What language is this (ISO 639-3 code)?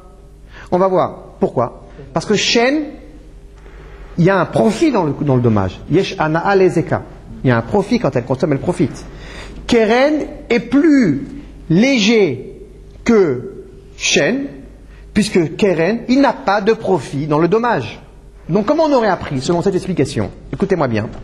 fra